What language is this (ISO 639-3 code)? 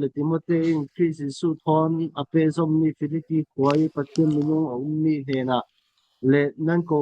cfm